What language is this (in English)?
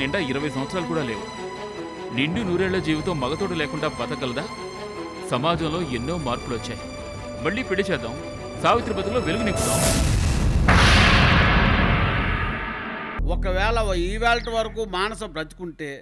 Telugu